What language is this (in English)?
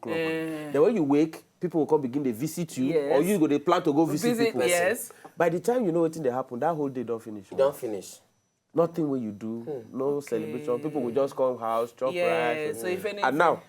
Nigerian Pidgin